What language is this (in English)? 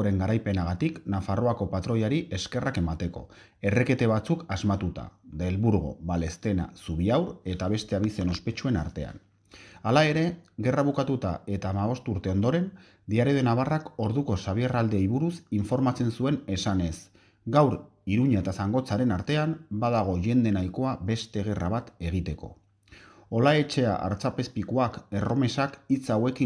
Basque